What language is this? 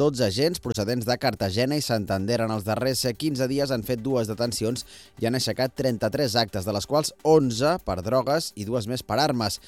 Catalan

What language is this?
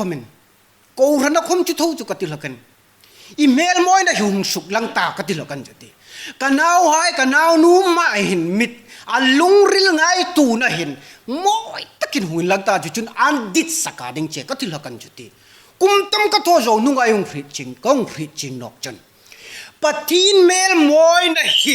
Hmar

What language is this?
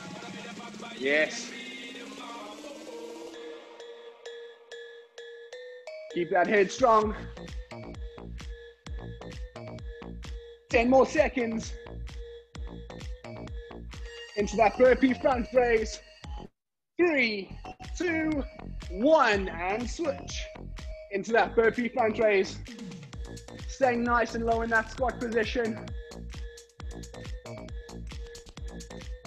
English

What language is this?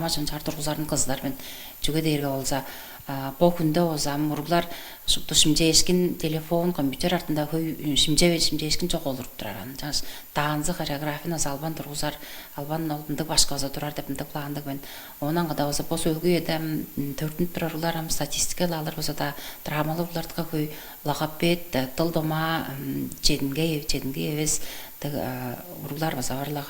Tuvinian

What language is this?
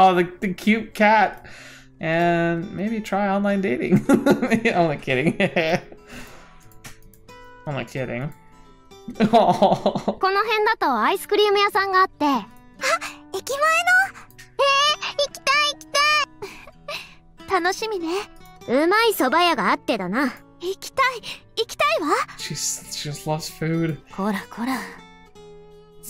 Japanese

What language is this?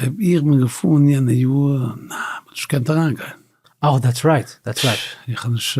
Yiddish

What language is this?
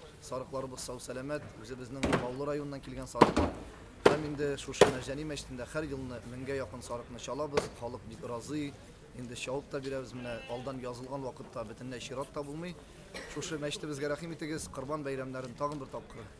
Tatar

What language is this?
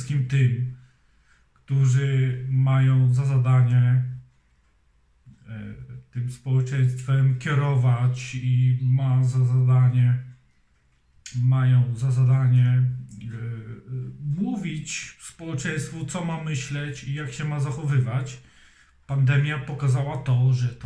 Polish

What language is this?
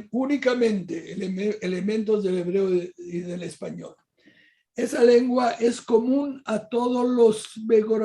Ladino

